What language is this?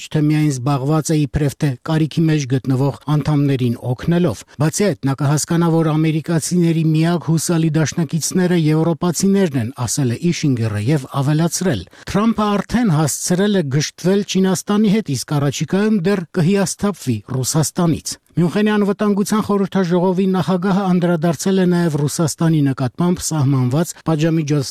Armenian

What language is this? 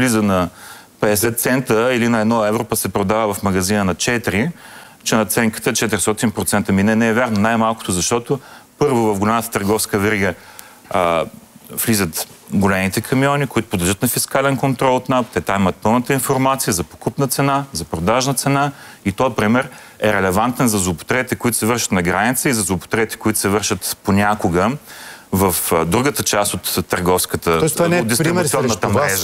Bulgarian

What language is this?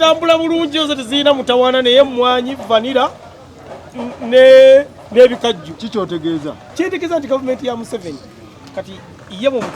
Ganda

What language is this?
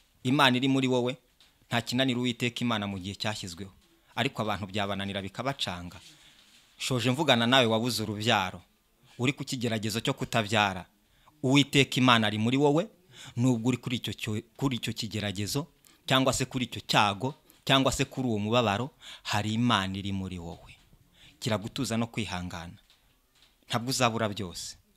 Kinyarwanda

